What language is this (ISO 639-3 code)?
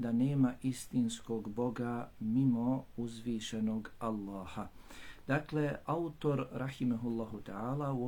bos